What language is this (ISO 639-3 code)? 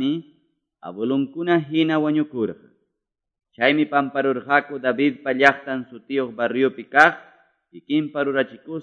que